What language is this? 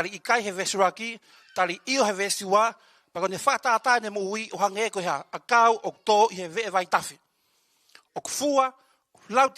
Tongan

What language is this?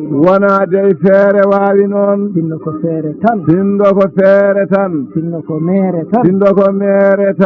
Fula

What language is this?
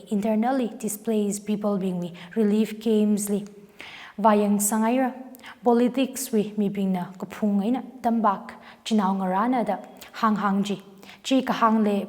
Tangkhul Naga (India)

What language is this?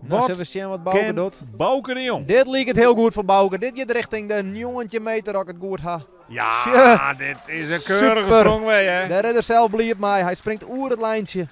Western Frisian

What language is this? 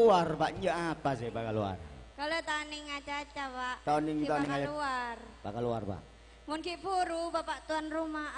Madurese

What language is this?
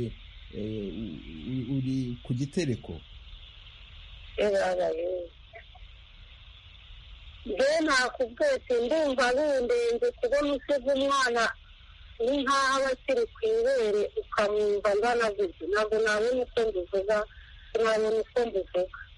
Kinyarwanda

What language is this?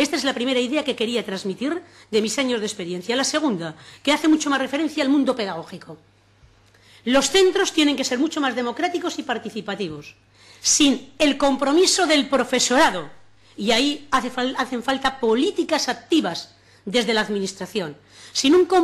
Spanish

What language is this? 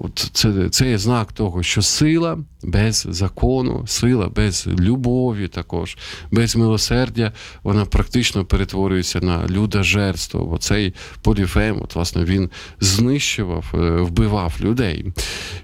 Ukrainian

